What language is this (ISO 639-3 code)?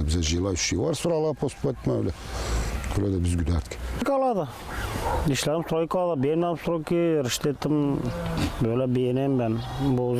gag